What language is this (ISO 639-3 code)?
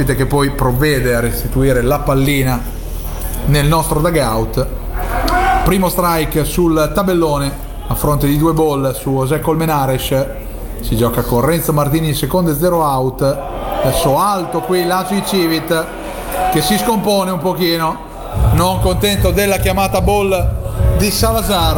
ita